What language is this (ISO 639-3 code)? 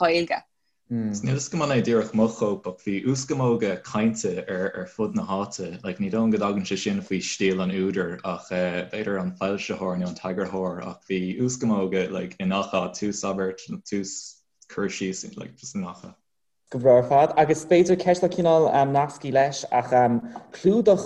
gle